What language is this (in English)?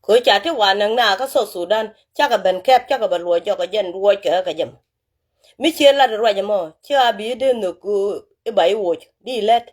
Nuer